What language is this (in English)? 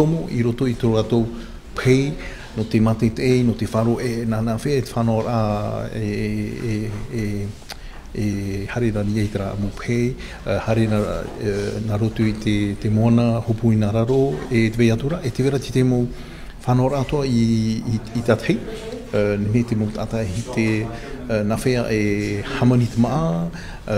Tahitian